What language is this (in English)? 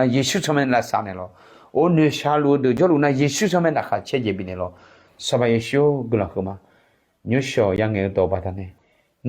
Akha